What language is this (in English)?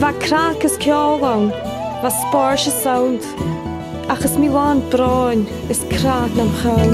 Scottish Gaelic